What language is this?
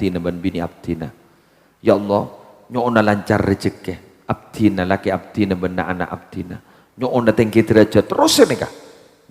Madurese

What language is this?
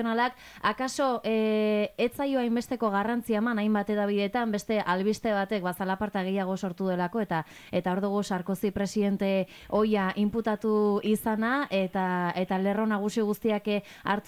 Basque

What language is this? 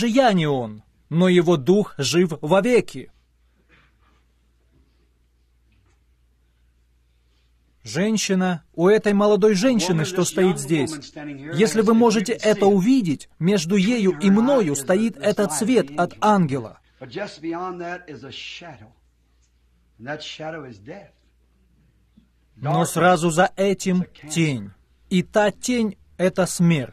Russian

